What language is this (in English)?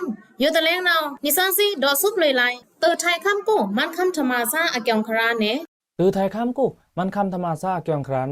Pa'o Karen